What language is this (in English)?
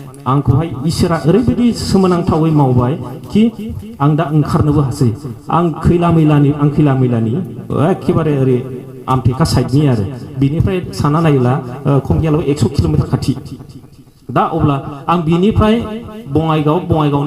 Bodo